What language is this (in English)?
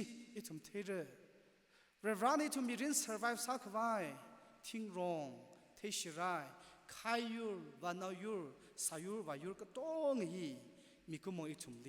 Tangkhul Naga (India)